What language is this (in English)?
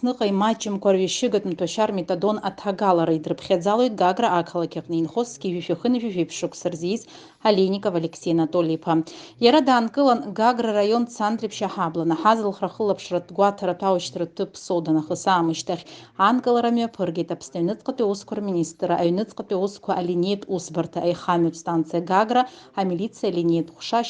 Abkhazian